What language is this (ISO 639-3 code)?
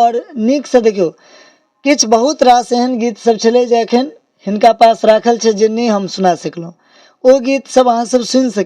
mai